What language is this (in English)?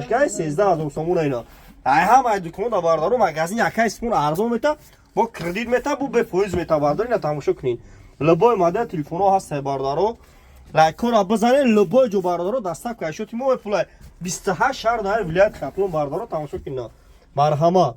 Tajik